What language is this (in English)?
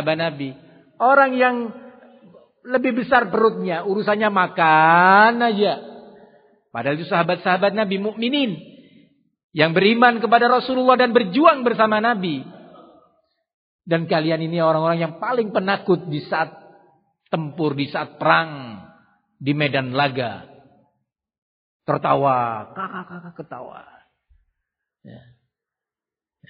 Indonesian